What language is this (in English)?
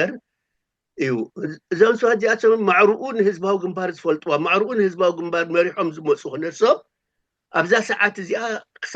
Tigrinya